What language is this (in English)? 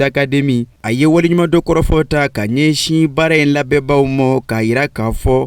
Bambara